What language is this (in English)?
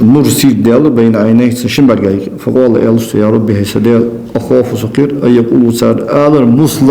Ingush